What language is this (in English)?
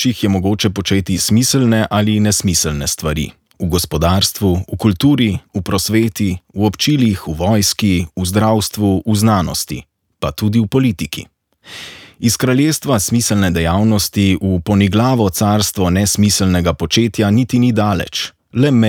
Slovenian